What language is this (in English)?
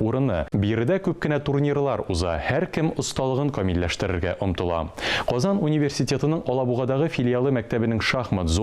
Tatar